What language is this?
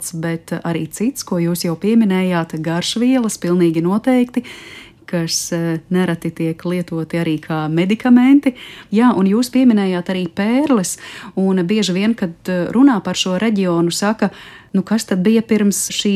Latvian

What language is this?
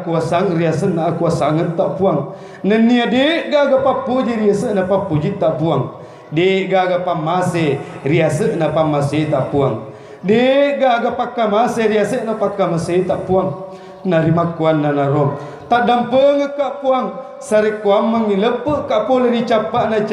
Buginese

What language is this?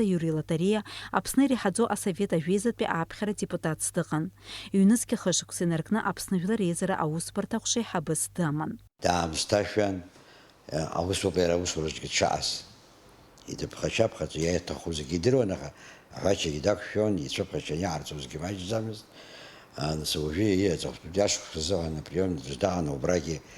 Abkhazian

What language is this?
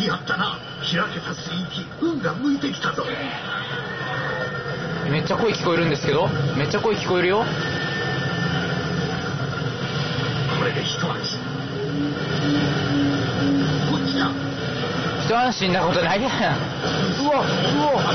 Japanese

